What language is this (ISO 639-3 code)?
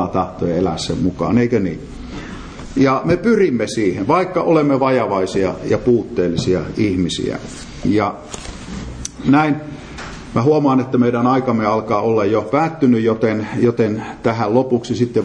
fin